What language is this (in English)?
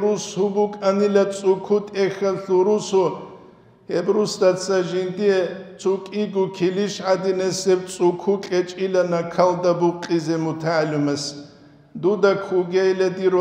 Avaric